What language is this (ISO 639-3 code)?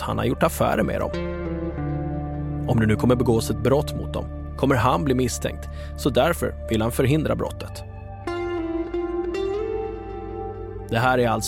swe